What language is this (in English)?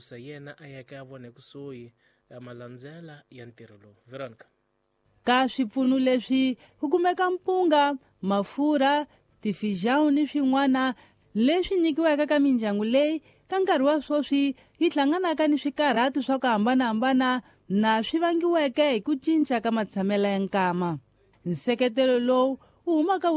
Tsonga